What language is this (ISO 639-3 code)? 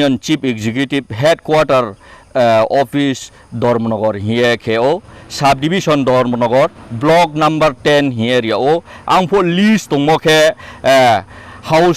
ria